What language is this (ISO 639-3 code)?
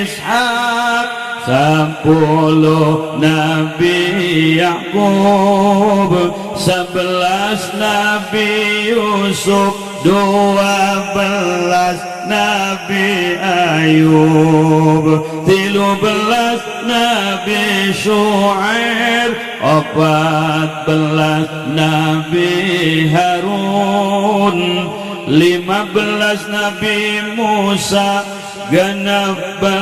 sun